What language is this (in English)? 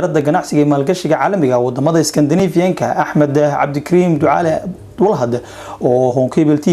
Somali